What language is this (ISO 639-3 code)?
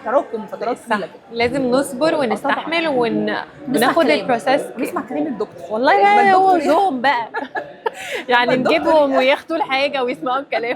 arz